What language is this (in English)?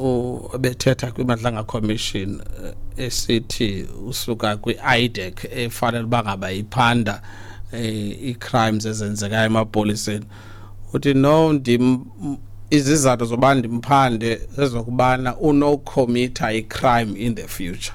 Xhosa